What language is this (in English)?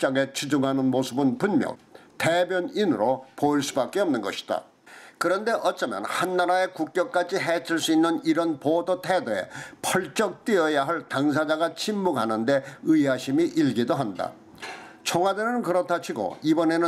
Korean